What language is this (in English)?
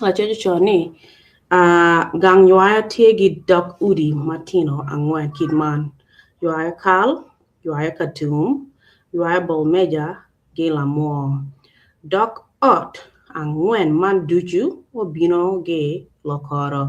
Acoli